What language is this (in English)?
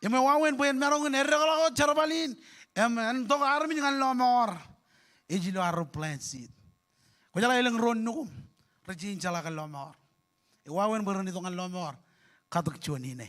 Marshallese